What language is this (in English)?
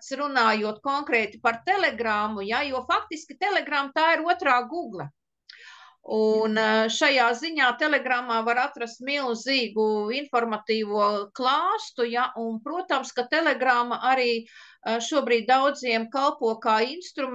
Latvian